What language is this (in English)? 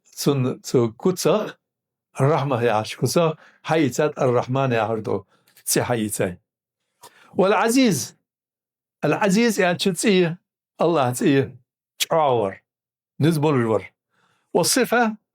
Ingush